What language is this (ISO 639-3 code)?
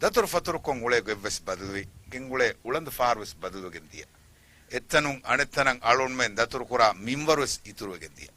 div